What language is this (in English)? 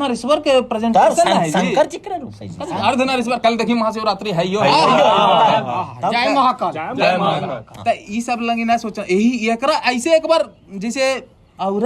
Magahi